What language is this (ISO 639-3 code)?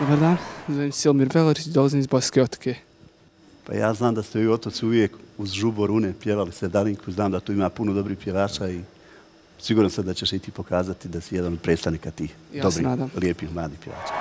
bos